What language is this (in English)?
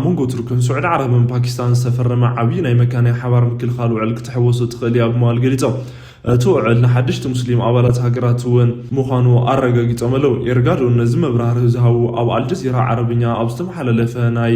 Tigrinya